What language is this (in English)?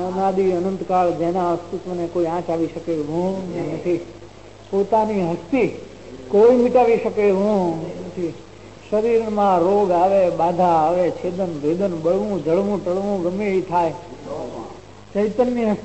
Gujarati